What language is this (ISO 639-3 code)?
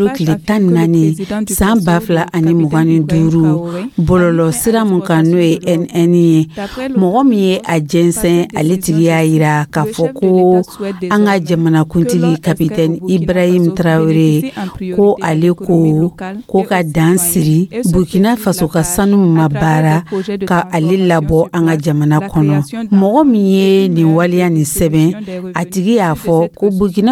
dyu